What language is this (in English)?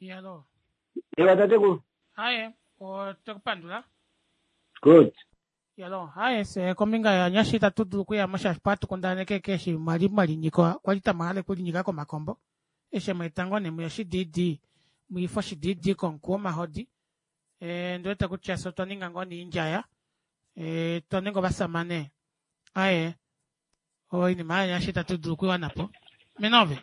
Kuanyama